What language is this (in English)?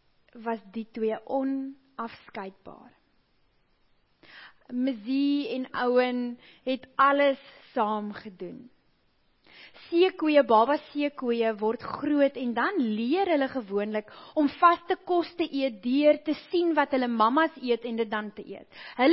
Afrikaans